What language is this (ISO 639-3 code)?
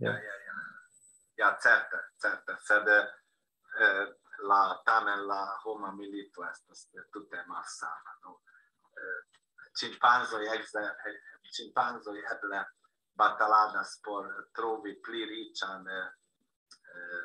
epo